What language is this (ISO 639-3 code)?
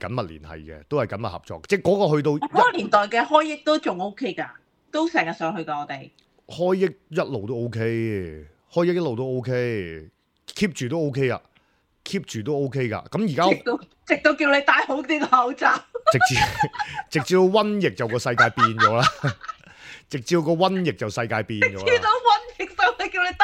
yue